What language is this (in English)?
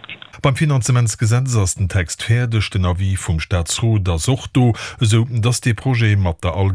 Luxembourgish